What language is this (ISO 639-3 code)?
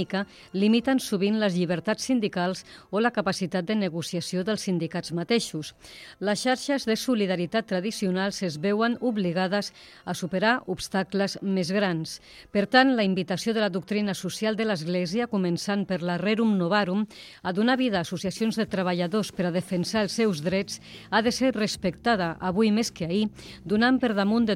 cat